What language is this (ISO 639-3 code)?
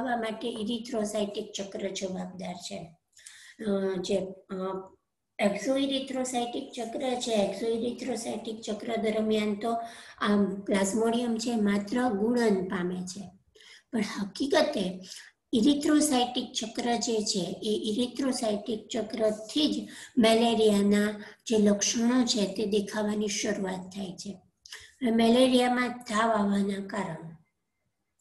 guj